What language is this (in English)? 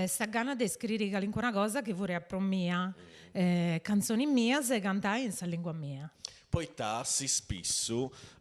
Sardinian